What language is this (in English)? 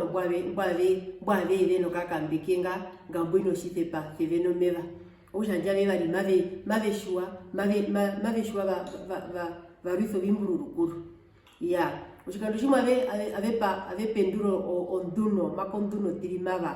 Herero